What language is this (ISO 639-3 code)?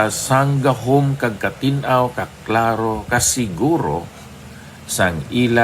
hil